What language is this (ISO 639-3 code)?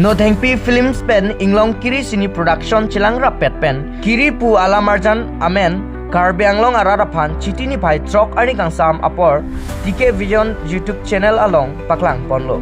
mjw